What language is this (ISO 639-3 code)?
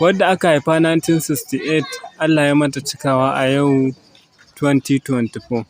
hau